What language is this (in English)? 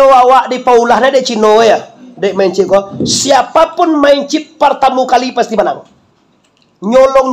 Minangkabau